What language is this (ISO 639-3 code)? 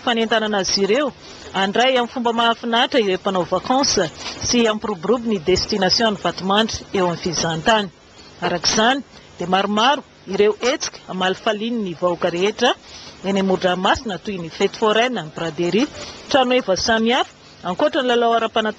mlg